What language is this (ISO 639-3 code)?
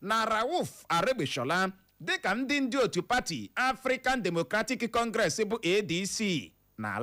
ibo